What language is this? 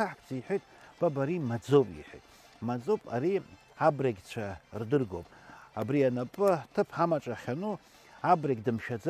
Abkhazian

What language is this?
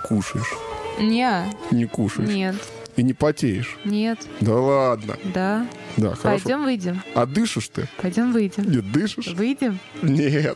Russian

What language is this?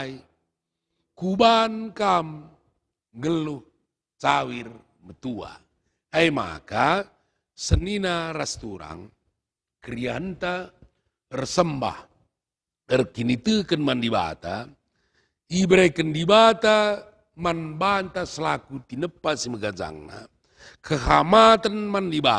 Batak Karo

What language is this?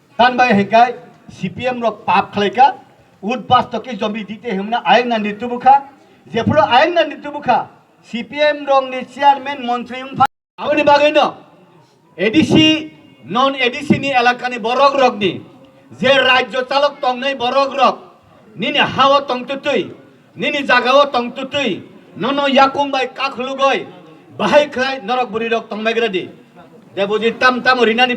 Kok Borok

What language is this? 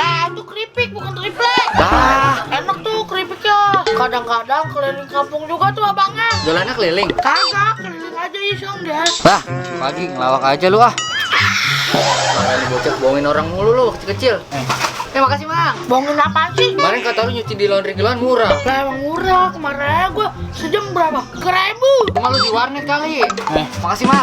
Betawi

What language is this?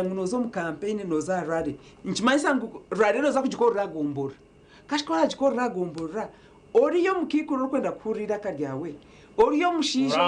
Nyankole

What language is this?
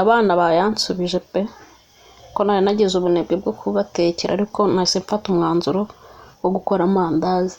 Kinyarwanda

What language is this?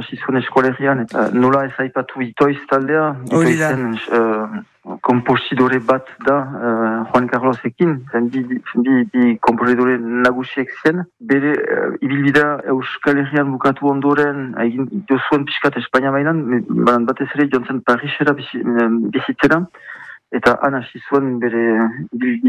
Basque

